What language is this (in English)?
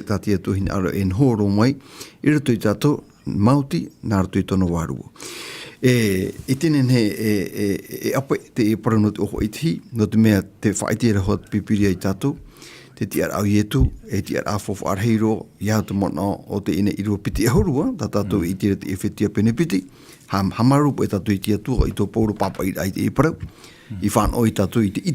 Tahitian